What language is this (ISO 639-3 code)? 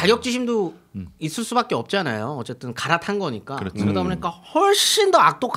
kor